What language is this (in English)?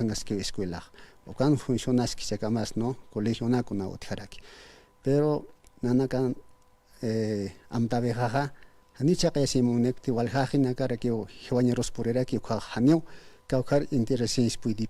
Aymara